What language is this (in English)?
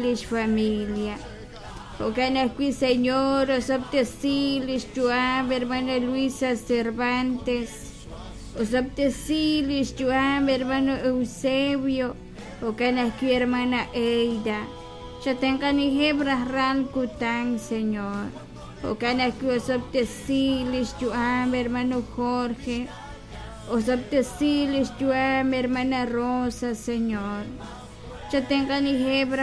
Kekchí